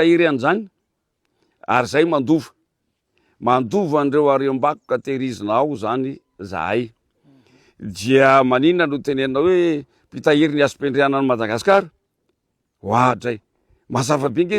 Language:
Malagasy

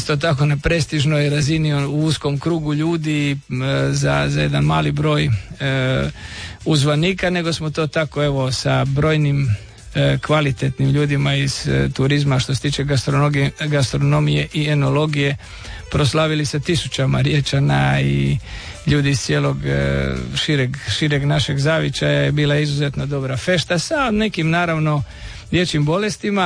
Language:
Croatian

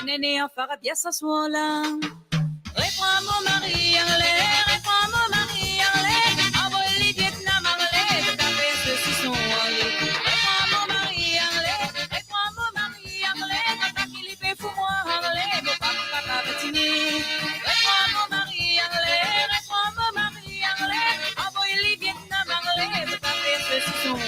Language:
Morisyen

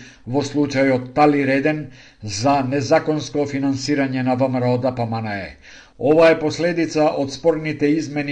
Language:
Macedonian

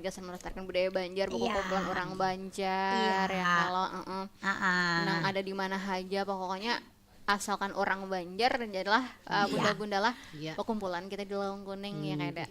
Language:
Banjar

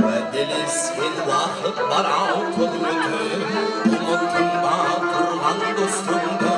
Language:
Kara-Kalpak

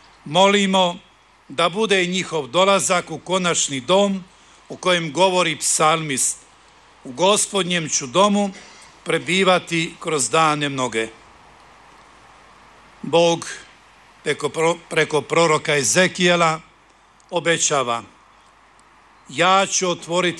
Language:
Croatian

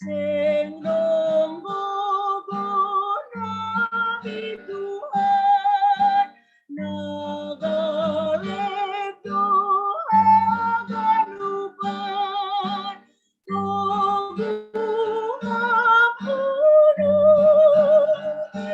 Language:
Batak Simalungun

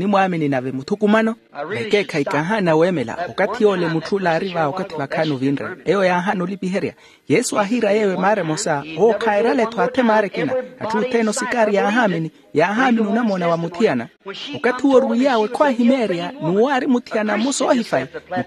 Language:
Makhuwa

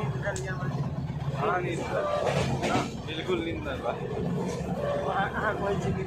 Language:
Maithili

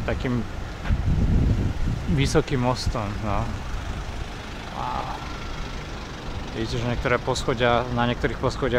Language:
Slovak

